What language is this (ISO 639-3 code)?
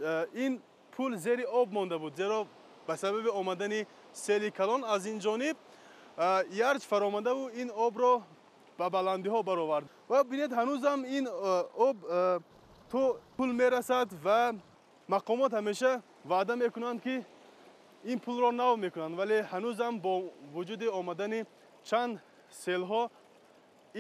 tgk